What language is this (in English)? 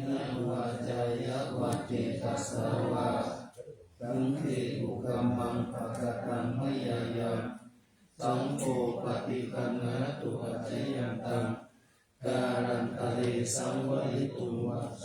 Pali